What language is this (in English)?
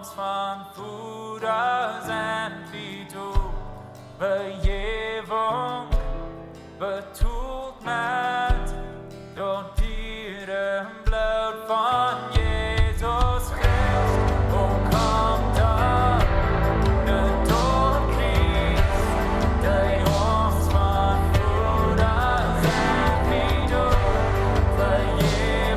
Plautdietsch